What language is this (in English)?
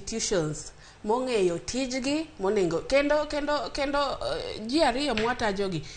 Luo (Kenya and Tanzania)